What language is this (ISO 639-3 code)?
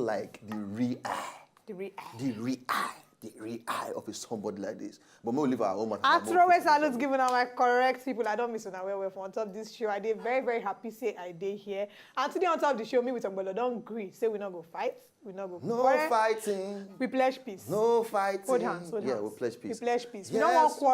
pcm